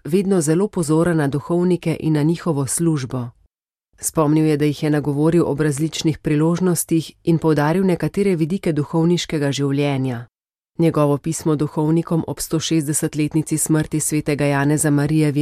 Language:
Slovenian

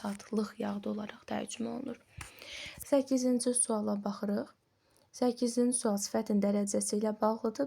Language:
Azerbaijani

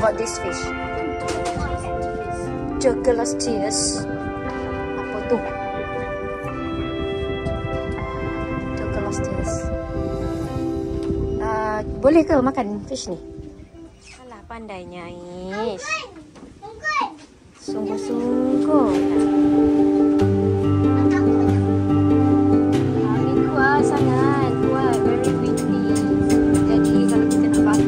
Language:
Malay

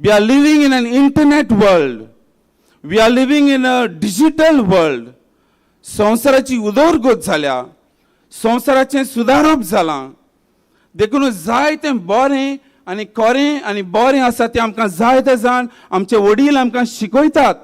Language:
Konkani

